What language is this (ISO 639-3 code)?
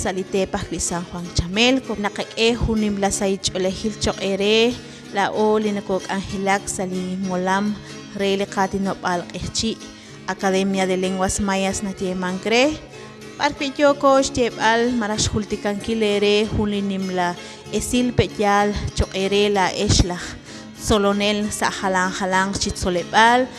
kek